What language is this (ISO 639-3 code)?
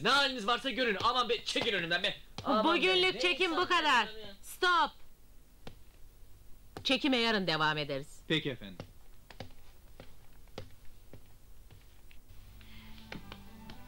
tur